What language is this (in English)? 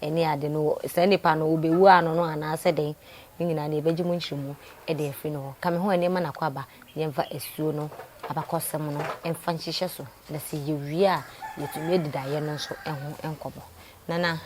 Akan